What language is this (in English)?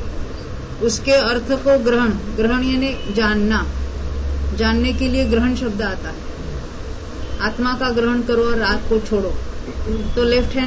Hindi